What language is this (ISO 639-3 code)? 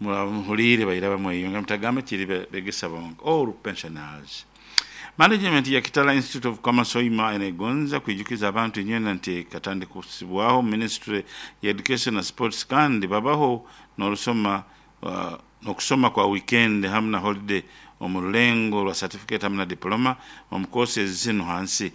nyo